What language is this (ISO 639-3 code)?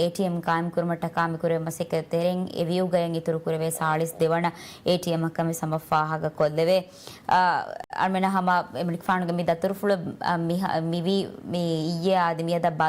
div